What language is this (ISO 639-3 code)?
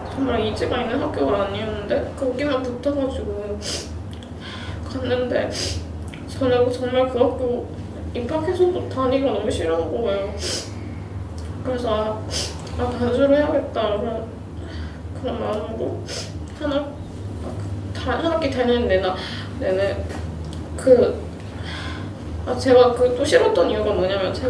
kor